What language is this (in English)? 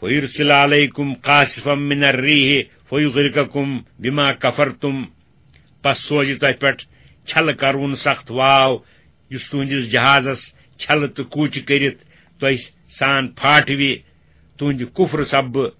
Kashmiri